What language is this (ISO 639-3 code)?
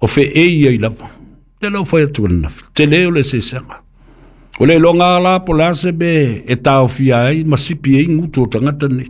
smo